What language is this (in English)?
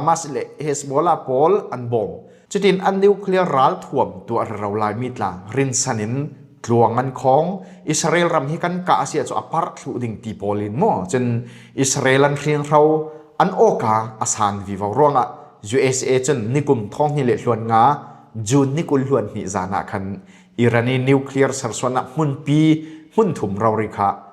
Falam Chin